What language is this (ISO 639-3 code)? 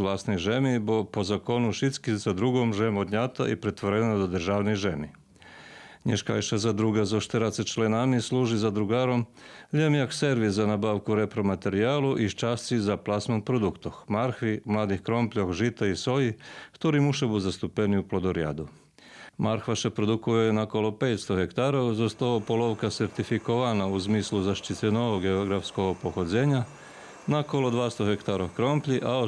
rue